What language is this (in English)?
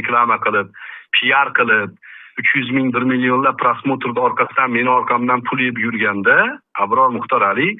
Uzbek